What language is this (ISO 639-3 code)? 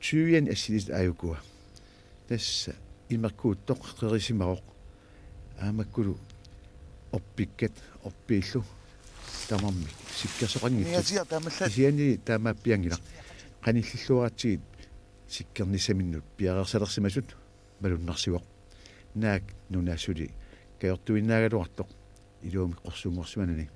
kal